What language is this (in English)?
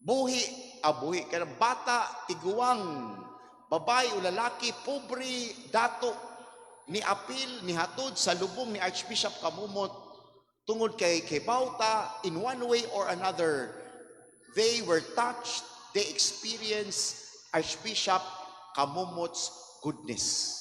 Cebuano